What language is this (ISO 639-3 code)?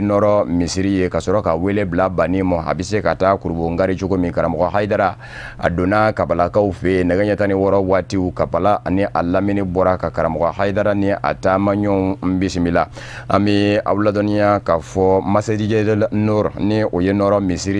bam